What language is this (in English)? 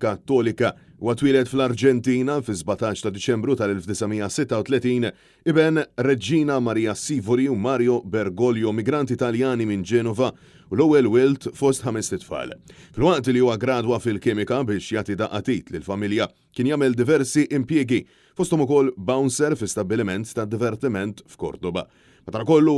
Maltese